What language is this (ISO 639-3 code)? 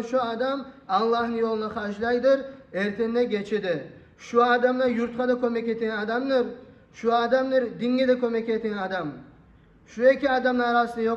kum